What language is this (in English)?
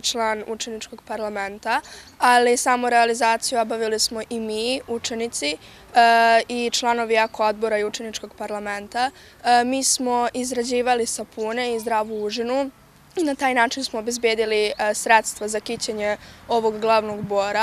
Serbian